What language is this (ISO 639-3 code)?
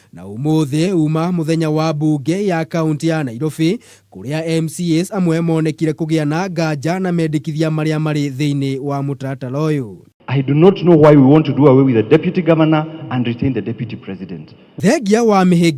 kik